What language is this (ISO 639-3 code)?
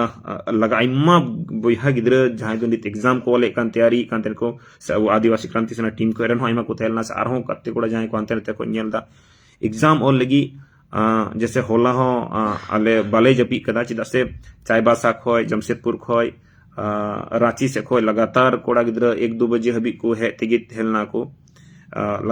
sat